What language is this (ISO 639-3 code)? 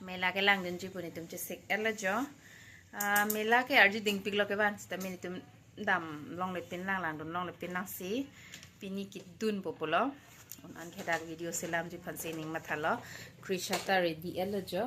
mjw